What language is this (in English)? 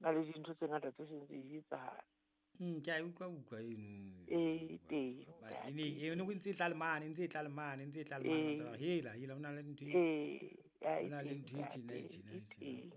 Southern Sotho